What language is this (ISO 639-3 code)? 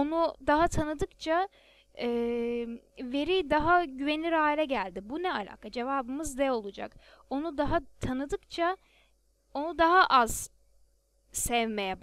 tur